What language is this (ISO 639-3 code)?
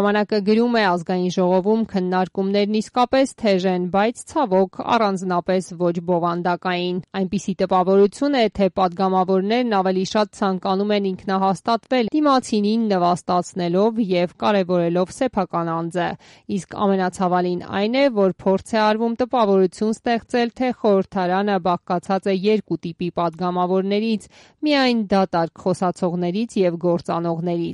hye